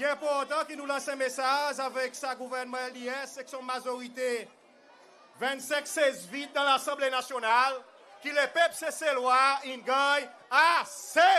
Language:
Seselwa Creole French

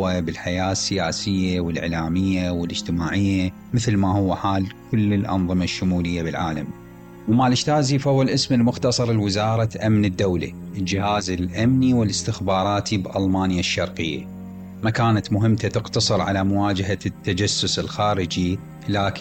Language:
Mesopotamian Arabic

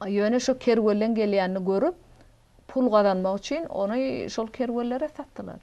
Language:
Turkmen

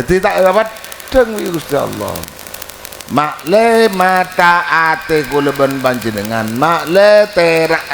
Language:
Madurese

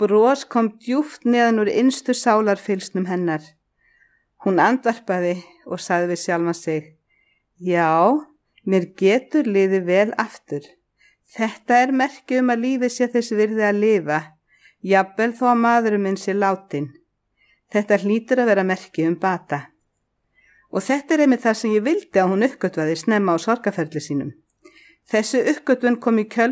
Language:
Icelandic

